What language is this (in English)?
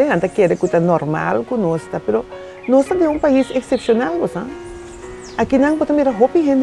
Papiamento